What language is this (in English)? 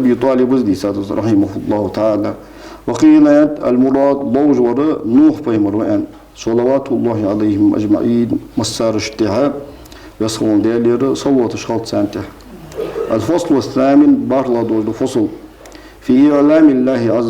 Ingush